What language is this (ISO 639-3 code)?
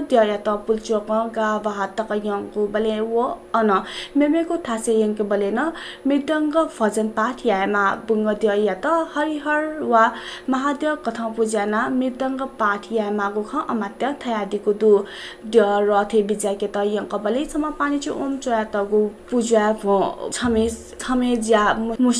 new